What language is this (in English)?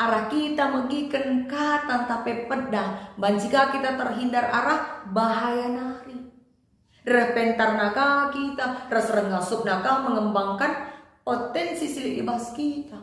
Batak Karo